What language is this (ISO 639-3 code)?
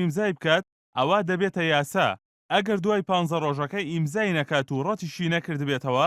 ckb